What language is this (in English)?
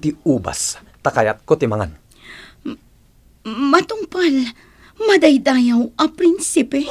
Iloko